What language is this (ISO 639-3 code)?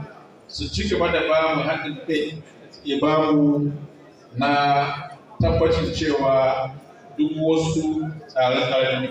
hau